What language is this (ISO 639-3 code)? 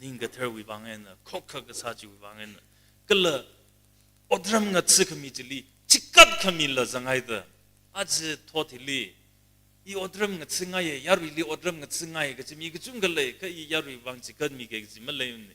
nmf